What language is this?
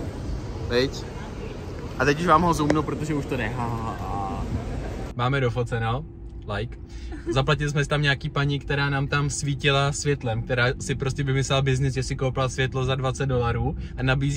Czech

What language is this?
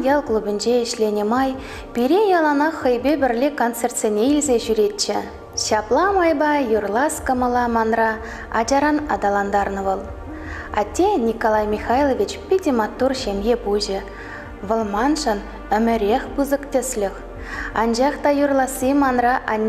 Chuvash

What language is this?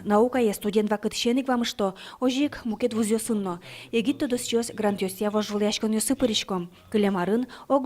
Udmurt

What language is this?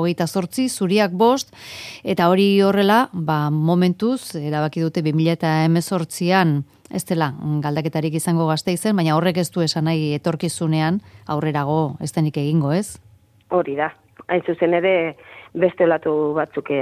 Basque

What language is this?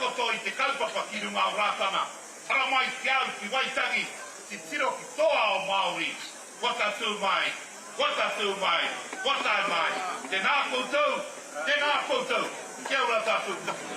Māori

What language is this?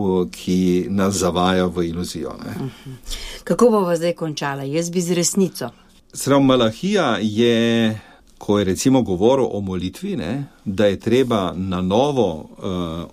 Slovenian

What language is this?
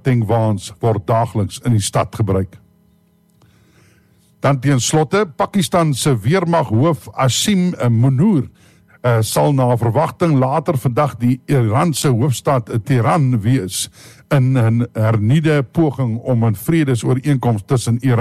Afrikaans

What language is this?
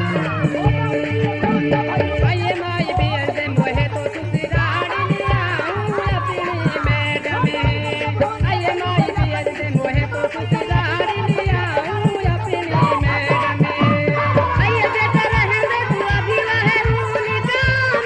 Bhojpuri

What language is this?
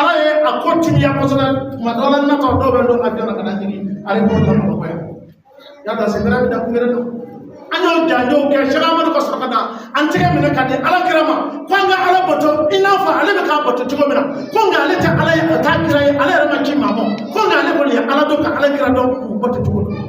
Bambara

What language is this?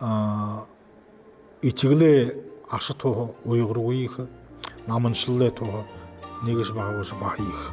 Buriat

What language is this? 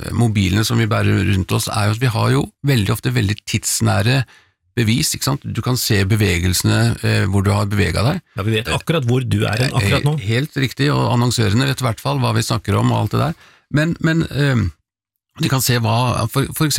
Norwegian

